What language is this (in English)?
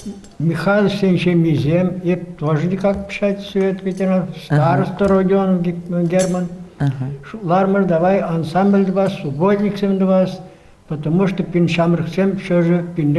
Chuvash